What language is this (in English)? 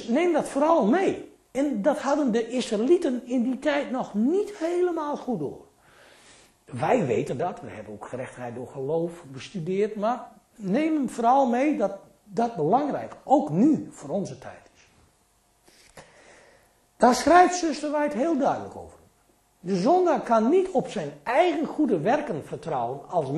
Dutch